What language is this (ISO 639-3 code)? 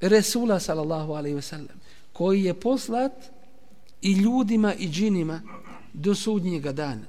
bos